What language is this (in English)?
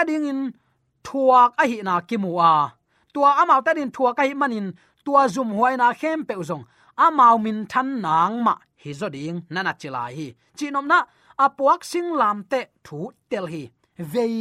Tedim Chin